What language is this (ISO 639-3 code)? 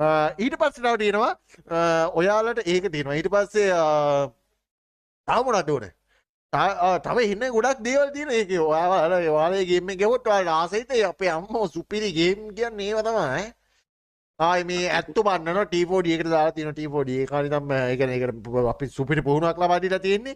sin